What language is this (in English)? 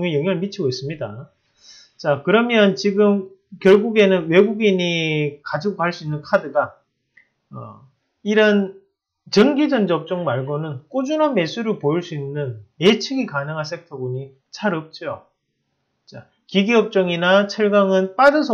Korean